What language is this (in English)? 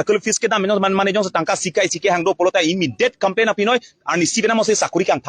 Karbi